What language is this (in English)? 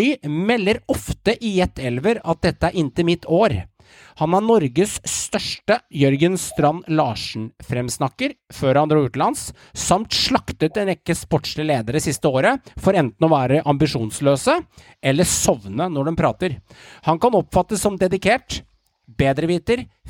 Norwegian